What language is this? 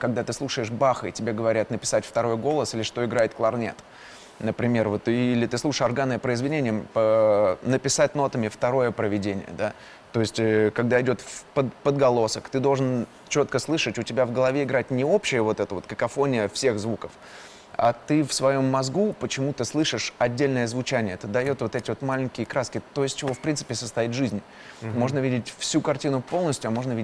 Russian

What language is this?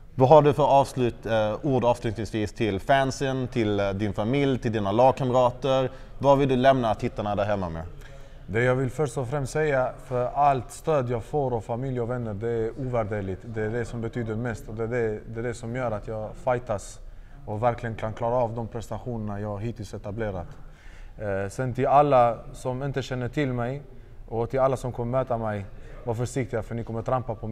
Swedish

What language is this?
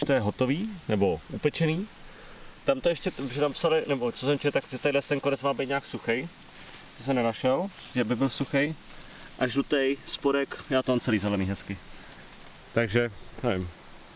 Czech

